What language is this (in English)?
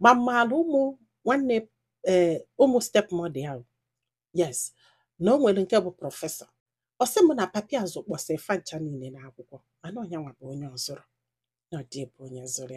Igbo